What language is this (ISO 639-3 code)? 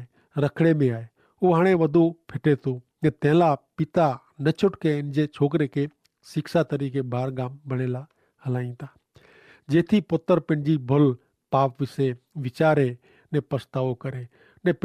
kfr